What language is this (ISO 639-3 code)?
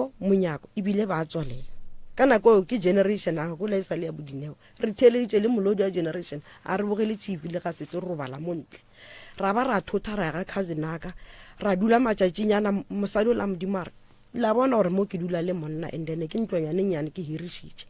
nso